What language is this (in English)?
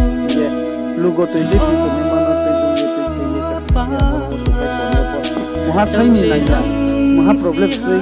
Riang (India)